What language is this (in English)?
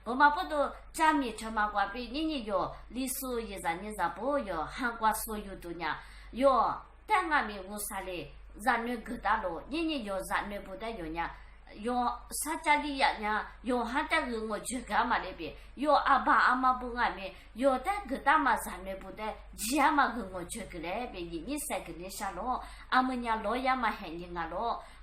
Lisu